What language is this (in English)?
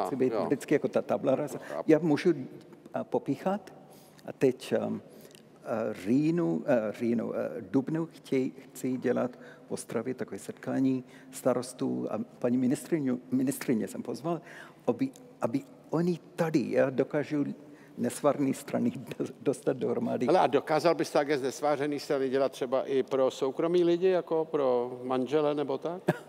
Czech